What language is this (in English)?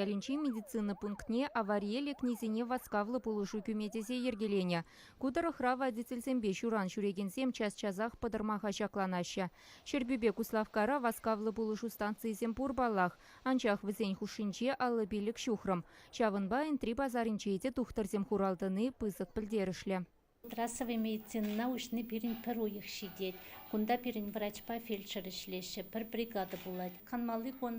Chuvash